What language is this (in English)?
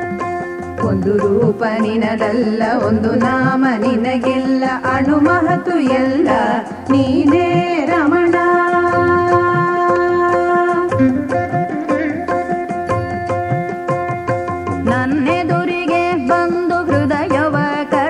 Kannada